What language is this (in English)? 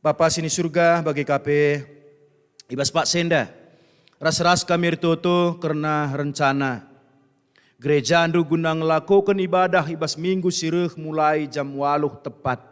Batak Karo